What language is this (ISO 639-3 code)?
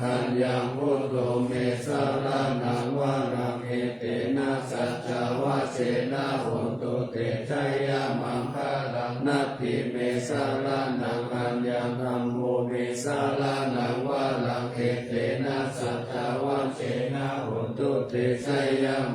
pli